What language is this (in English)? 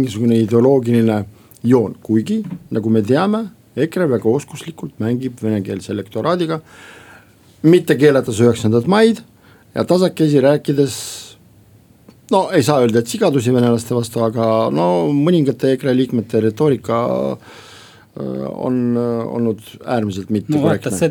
Estonian